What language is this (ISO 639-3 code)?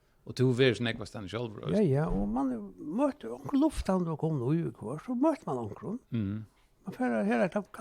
fao